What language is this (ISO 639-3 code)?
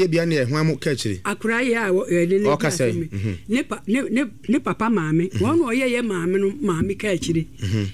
aka